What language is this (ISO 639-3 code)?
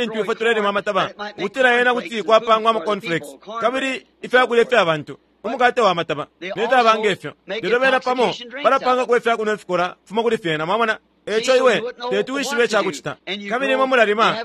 bem